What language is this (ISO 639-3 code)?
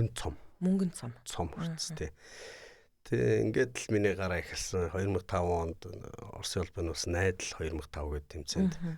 mon